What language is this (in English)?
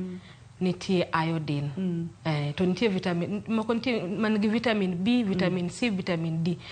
Luo (Kenya and Tanzania)